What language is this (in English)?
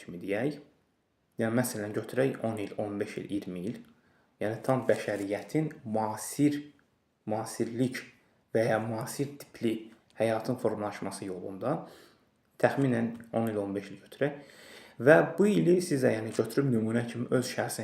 Azerbaijani